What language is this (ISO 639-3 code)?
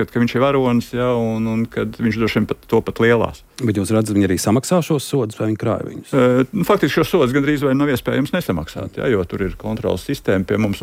lav